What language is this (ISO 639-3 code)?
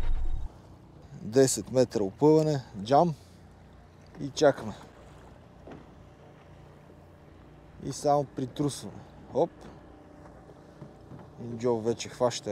bul